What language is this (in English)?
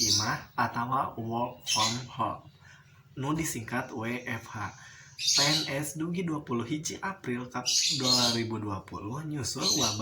Sundanese